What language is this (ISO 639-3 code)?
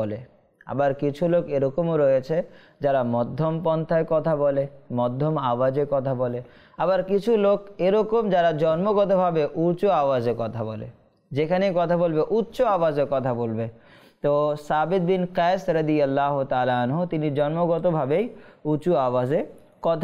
ben